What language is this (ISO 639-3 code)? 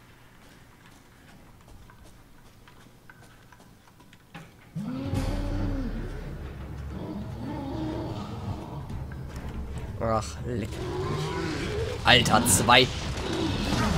deu